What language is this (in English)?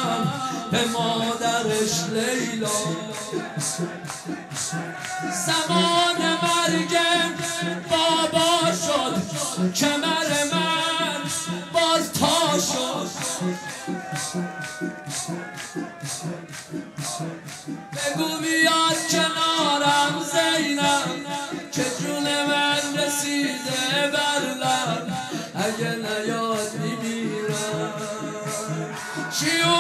Persian